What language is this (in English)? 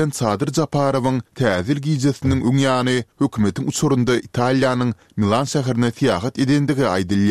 Turkmen